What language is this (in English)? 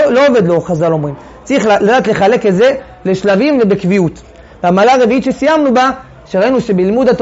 Hebrew